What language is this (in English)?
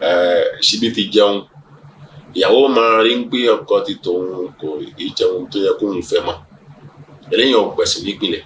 Yoruba